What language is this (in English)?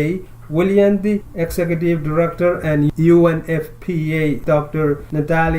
Pohnpeian